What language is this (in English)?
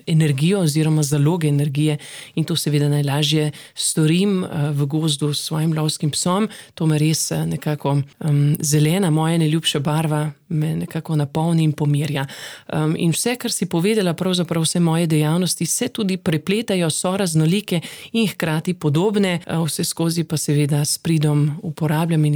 Slovenian